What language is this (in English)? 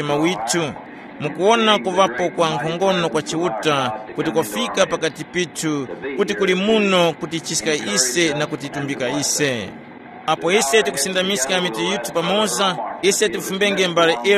Tumbuka